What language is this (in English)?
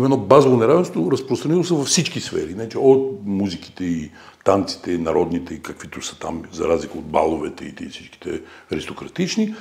Bulgarian